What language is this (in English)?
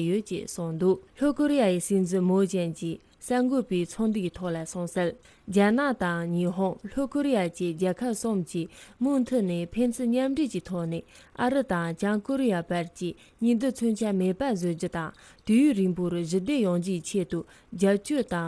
Tibetan